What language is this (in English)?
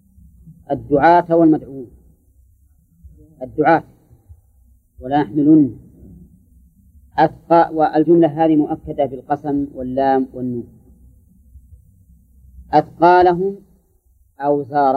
Arabic